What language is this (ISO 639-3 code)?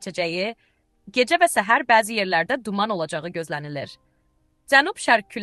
aze